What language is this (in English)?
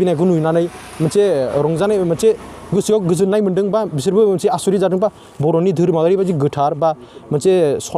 Bodo